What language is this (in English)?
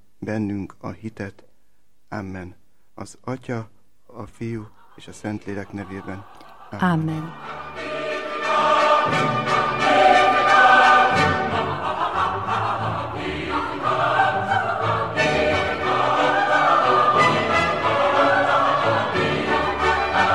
Hungarian